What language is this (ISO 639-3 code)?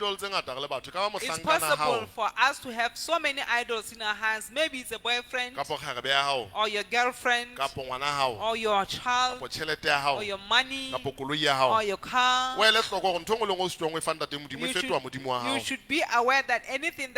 sot